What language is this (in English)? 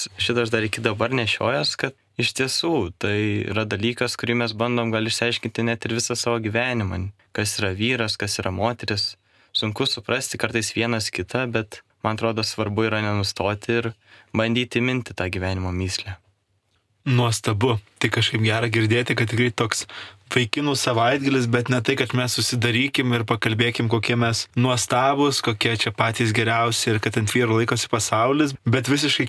Lithuanian